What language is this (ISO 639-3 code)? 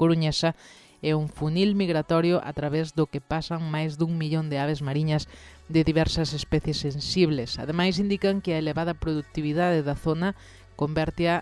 glg